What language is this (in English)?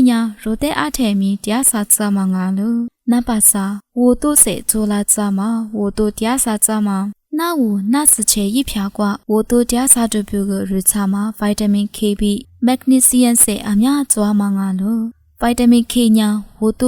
Lisu